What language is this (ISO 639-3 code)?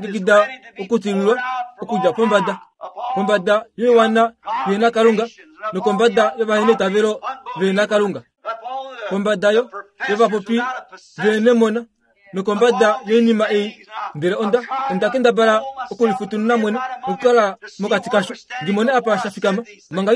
kua